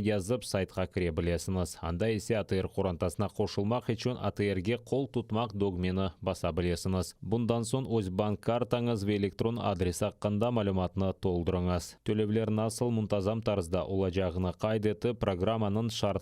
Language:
Crimean Tatar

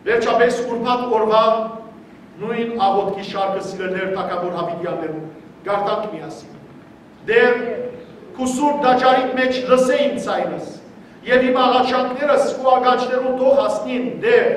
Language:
Western Armenian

